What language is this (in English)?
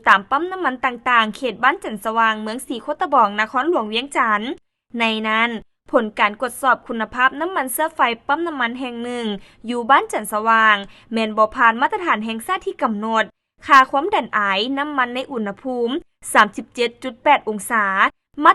Lao